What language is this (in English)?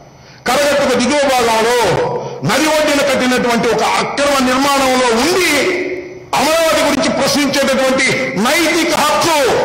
Telugu